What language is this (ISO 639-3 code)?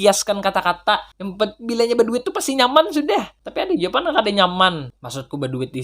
bjn